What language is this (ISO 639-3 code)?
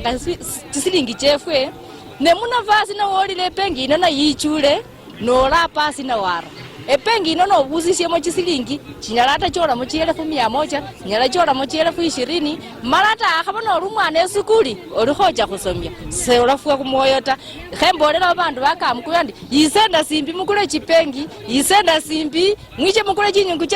luy